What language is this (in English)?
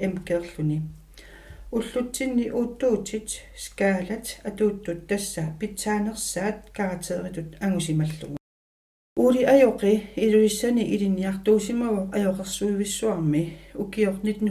Kalaallisut